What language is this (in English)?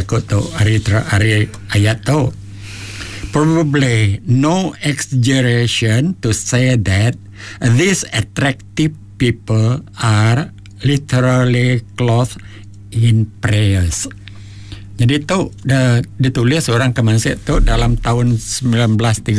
Iban